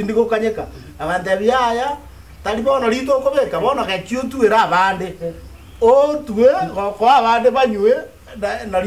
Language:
Gusii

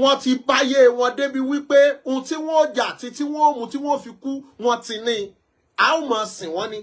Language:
Yoruba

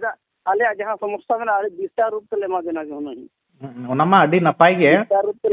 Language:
Santali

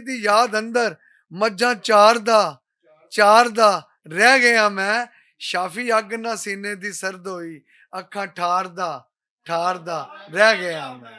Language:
Western Panjabi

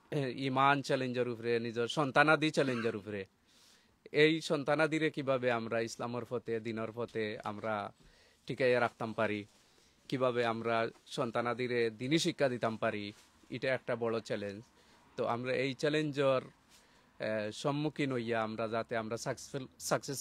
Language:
Sylheti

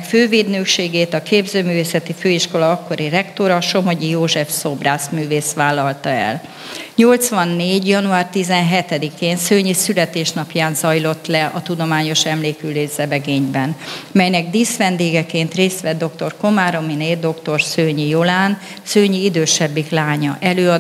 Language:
Hungarian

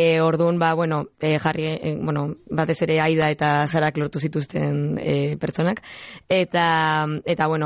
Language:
Basque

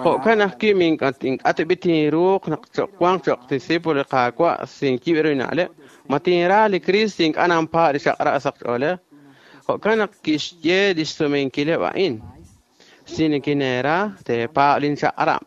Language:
Kekchí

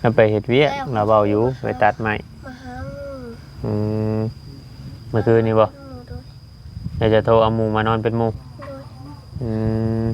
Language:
Northeastern Thai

